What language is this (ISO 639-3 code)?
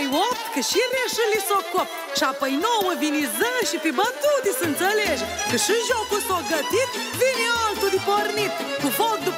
ron